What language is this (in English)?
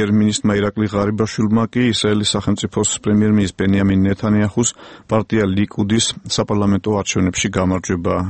Georgian